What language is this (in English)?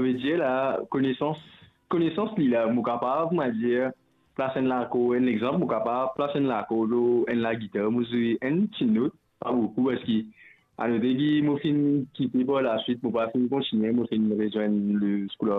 Morisyen